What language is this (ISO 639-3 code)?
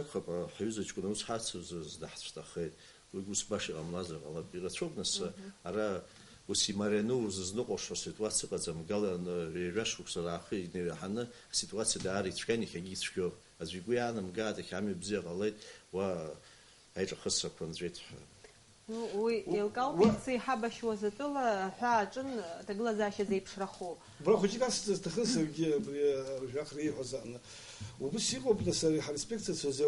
abk